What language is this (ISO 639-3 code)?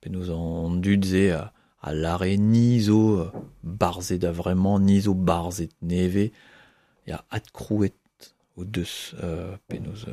bre